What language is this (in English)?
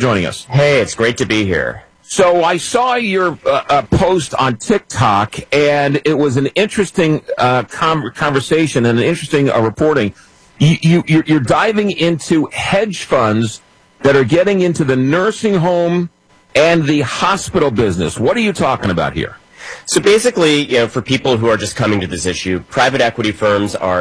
English